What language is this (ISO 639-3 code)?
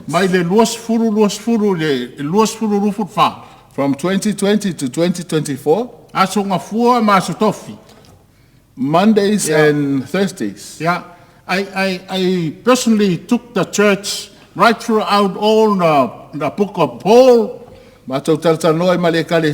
smo